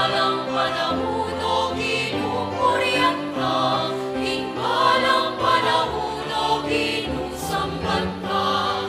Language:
Pampanga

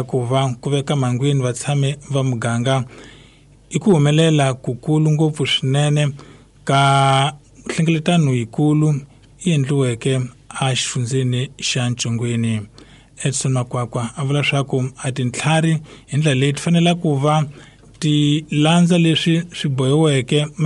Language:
Tsonga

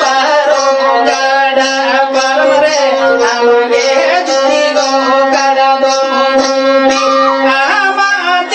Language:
Santali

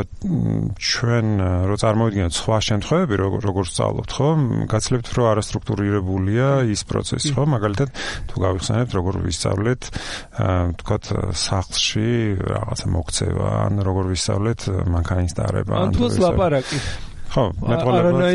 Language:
Georgian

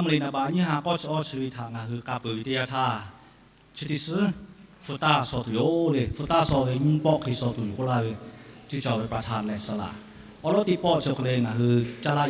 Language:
Lahu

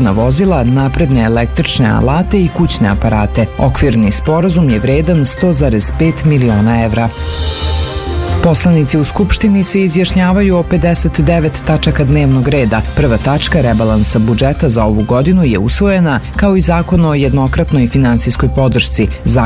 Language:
Serbian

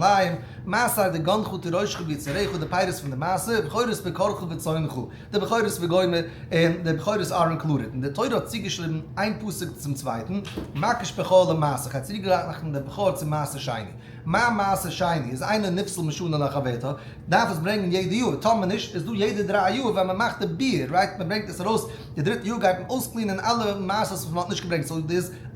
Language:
Yiddish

